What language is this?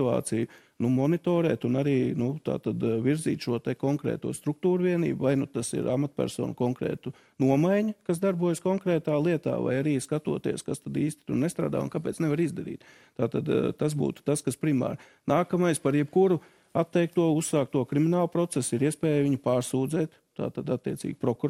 Latvian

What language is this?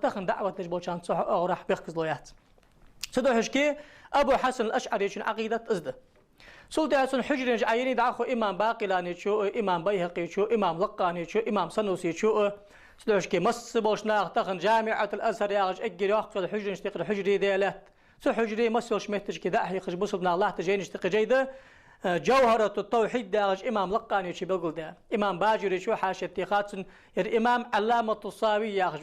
Ingush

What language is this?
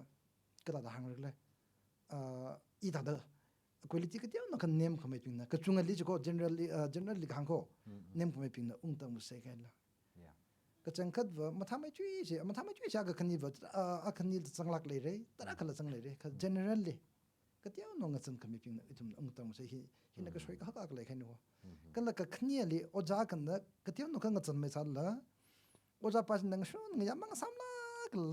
Tangkhul Naga (India)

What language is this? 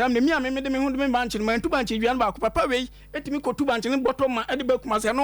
Akan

